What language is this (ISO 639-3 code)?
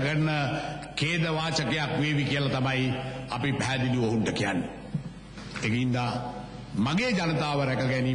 sin